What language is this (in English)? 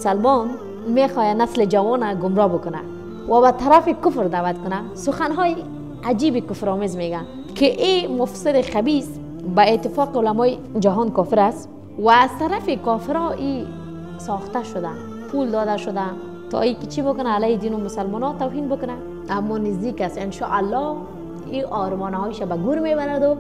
Persian